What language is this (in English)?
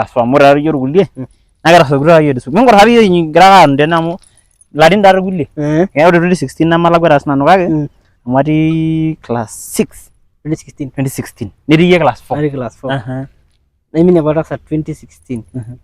Masai